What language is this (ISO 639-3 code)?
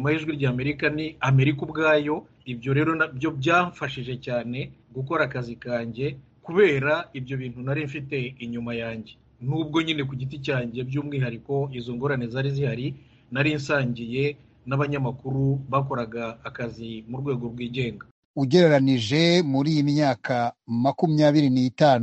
kin